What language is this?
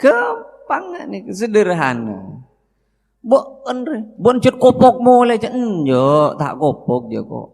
Madurese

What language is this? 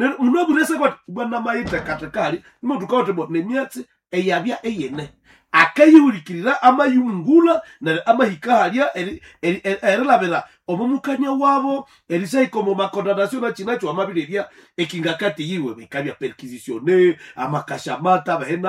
Nande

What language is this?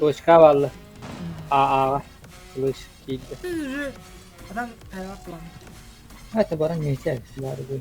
Yakut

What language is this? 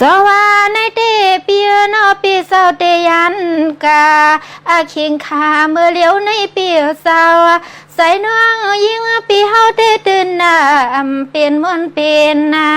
Shan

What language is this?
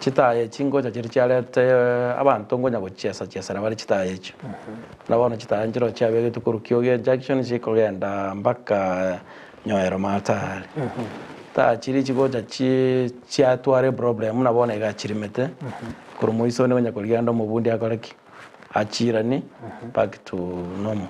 Gusii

